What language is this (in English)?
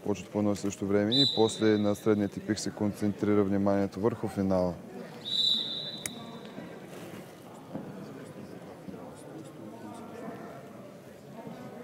Bulgarian